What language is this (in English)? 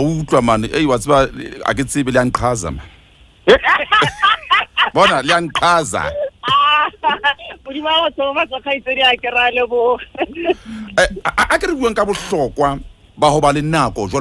Southern Sotho